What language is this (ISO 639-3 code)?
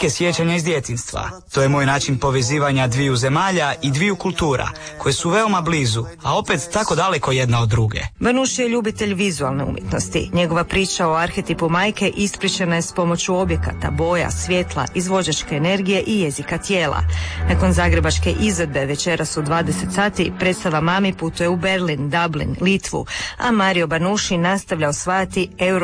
hrv